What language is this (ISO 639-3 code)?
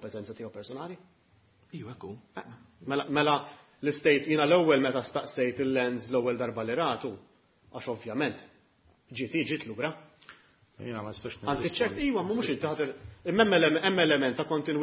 mlt